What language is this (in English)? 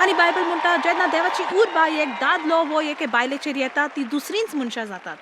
Konkani